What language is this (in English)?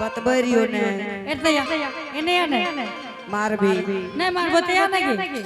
Angika